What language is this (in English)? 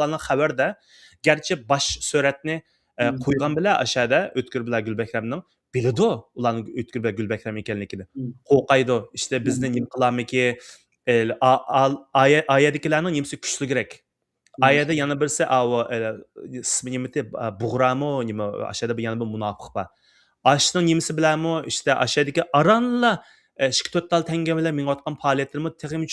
Uyghur